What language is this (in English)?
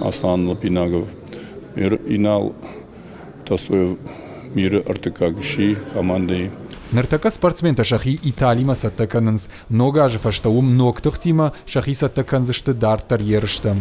Ossetic